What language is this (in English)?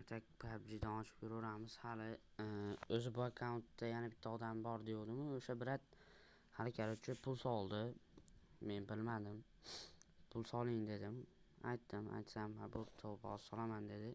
Uzbek